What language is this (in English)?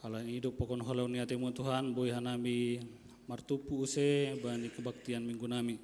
Batak Simalungun